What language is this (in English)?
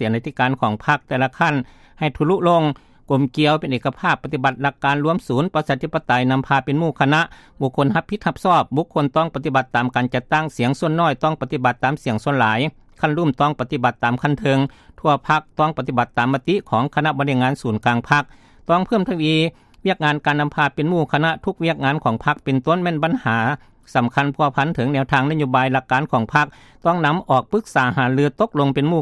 Lao